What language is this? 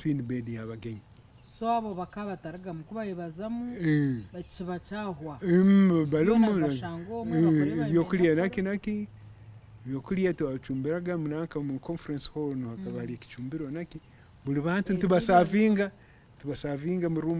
Nyankole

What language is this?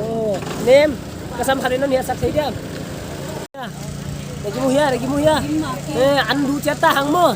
Paite Chin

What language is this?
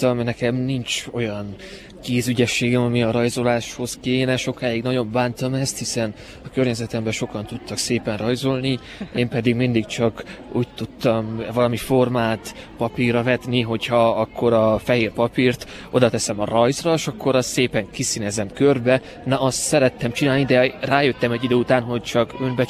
Hungarian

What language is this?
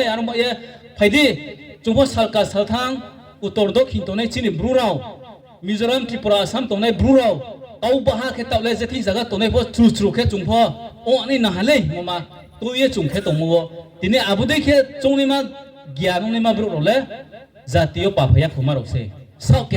Riang (India)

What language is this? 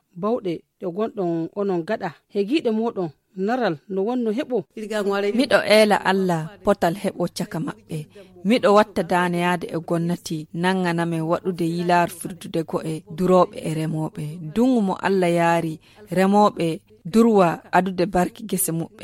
Nigerian Fulfulde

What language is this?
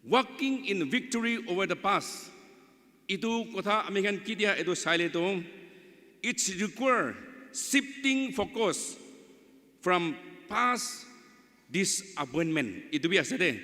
Naga Pidgin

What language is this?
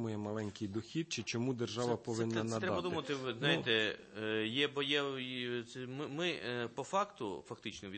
Ukrainian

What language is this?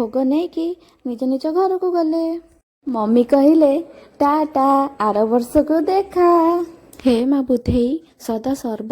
Odia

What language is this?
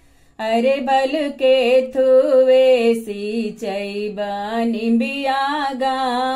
Bhojpuri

